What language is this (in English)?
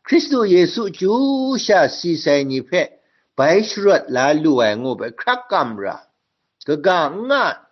Kachin